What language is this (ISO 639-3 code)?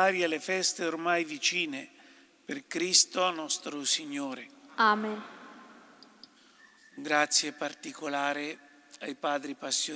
ita